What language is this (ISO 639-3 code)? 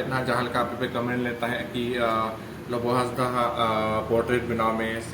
sat